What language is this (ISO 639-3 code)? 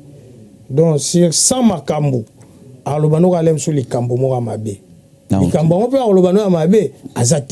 lin